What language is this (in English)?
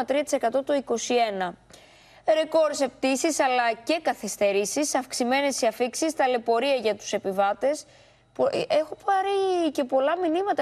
Greek